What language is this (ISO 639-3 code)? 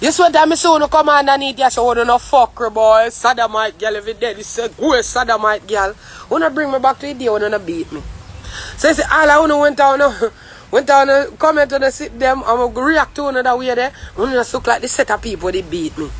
jam